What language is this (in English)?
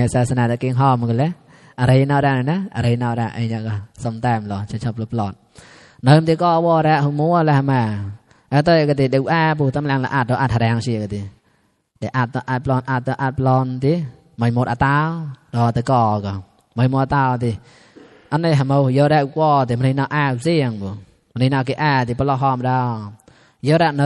Mon